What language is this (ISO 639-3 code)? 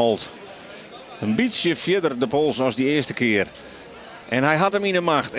fry